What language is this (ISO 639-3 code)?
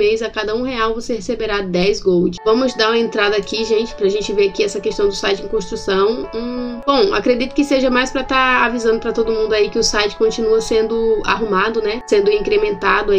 por